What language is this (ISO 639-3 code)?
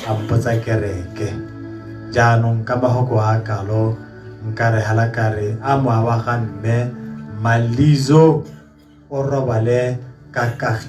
tsn